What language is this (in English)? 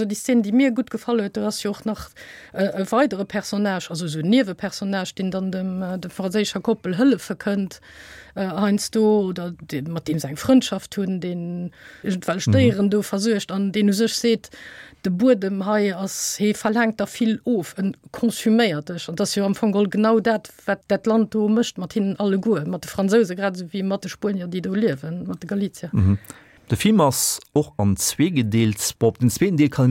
Luxembourgish